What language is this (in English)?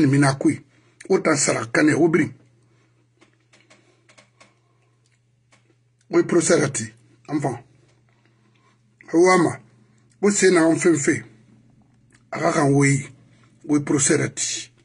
French